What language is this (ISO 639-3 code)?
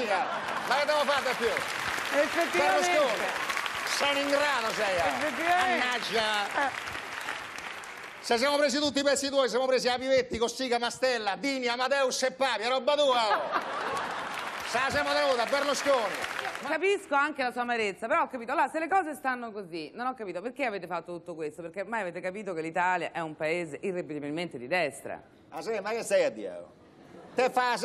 ita